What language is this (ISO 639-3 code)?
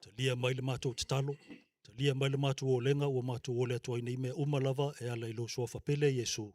smo